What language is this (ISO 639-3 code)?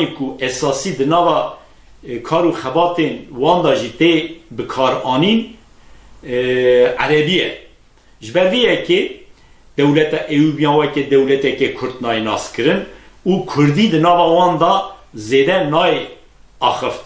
kur